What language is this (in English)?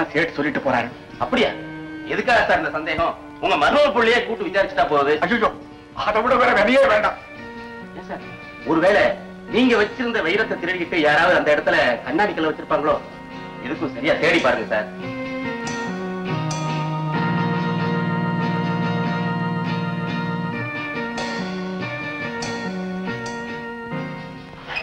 Tamil